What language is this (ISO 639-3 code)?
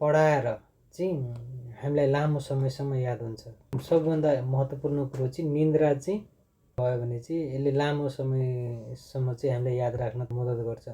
nep